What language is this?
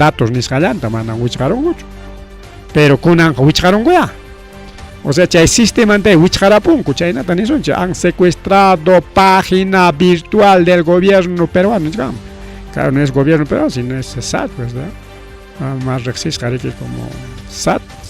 Ayacucho Quechua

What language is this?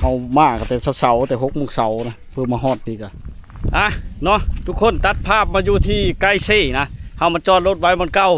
Lao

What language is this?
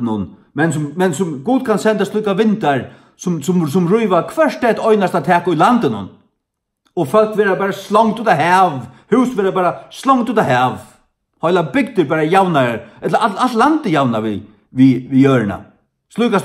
Faroese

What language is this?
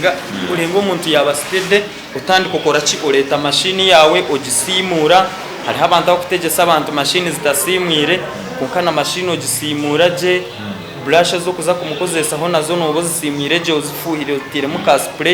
Nyankole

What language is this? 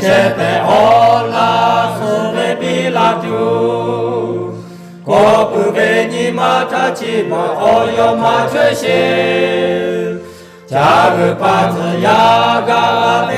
Lahu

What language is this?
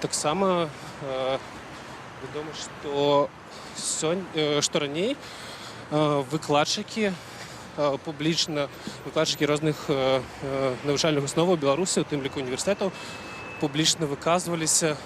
Belarusian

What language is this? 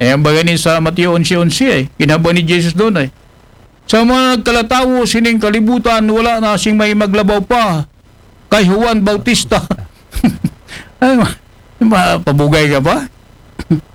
Aklanon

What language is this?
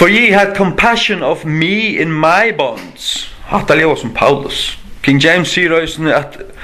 Faroese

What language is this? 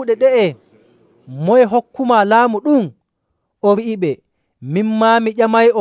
Nigerian Fulfulde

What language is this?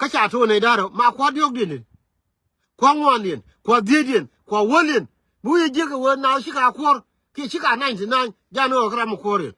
Nuer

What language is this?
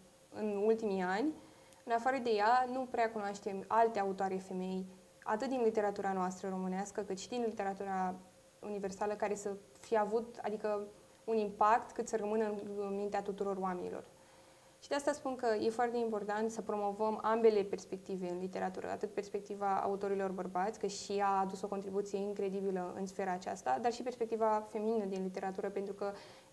Romanian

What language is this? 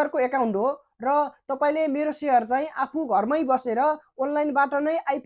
Nepali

